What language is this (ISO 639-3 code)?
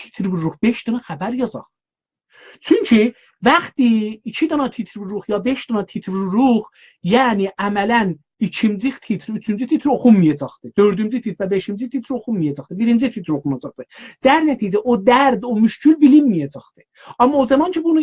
azb